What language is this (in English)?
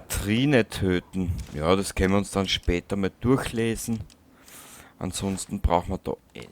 Bavarian